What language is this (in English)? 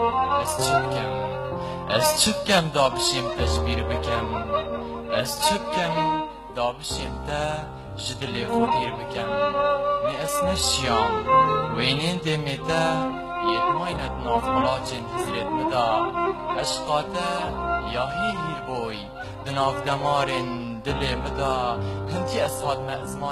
Kurdish